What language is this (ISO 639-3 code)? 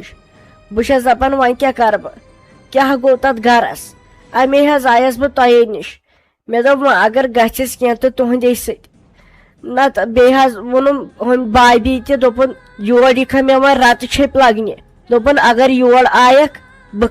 kas